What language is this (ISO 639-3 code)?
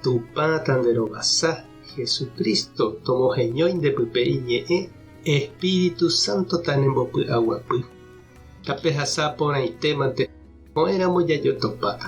grn